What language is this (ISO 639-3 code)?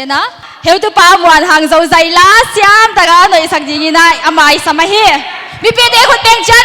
pck